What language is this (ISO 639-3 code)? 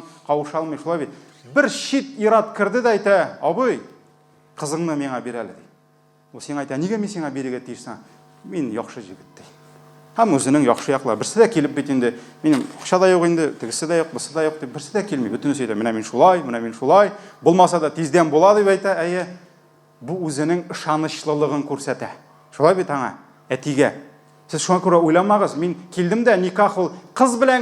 tat